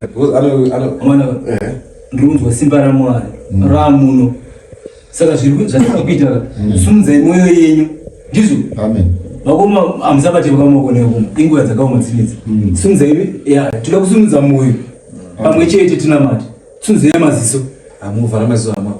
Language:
Shona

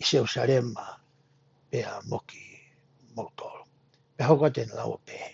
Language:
Tongan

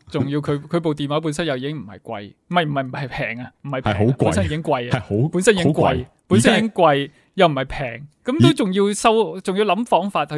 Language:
Cantonese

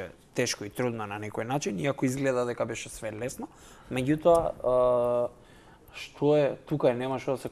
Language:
Macedonian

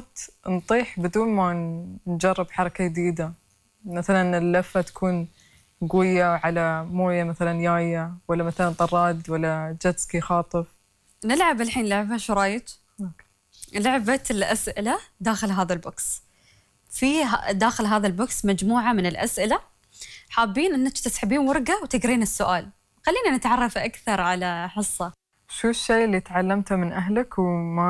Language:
Gulf Arabic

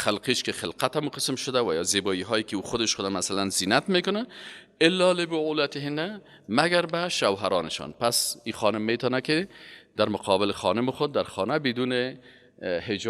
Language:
Persian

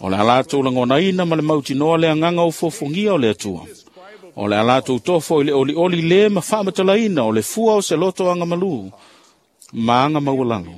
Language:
Samoan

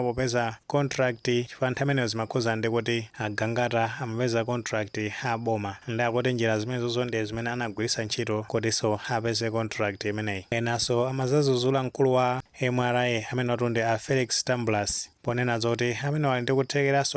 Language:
Nyanja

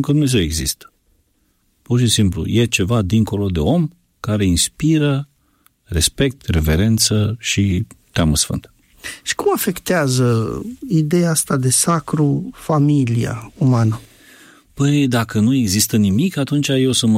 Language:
Romanian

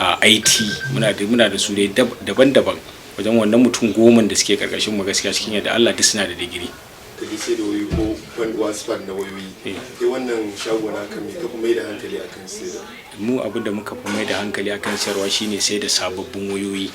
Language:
Hausa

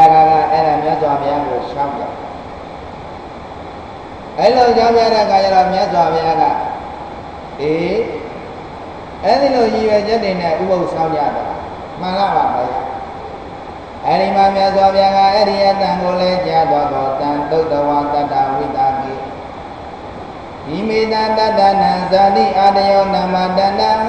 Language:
Burmese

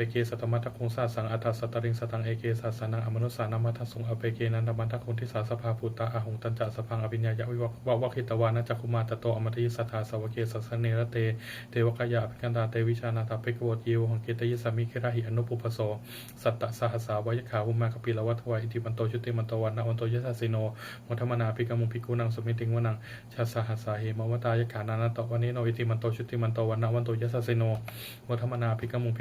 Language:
Pali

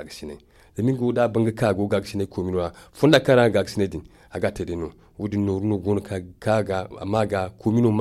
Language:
Zarma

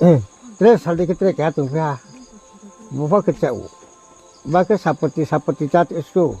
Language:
Riang (India)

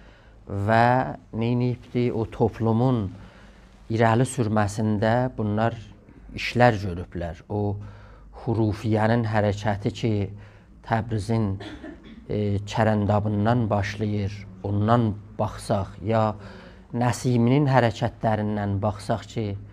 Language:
South Azerbaijani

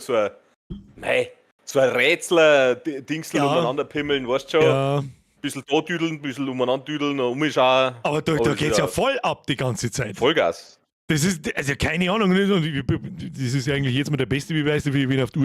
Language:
Bavarian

